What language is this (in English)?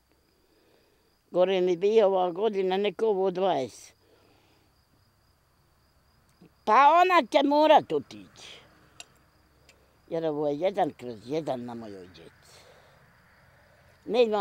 Bosnian